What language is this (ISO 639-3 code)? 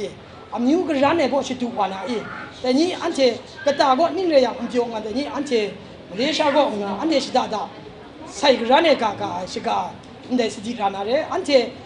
kac